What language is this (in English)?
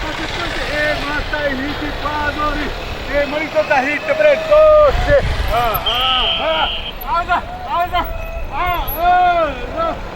Xavánte